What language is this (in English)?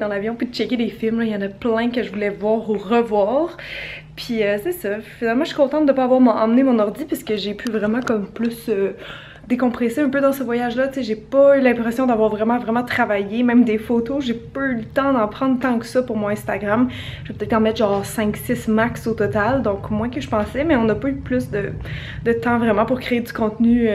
French